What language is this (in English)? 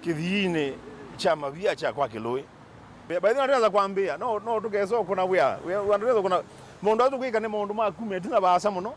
Kamba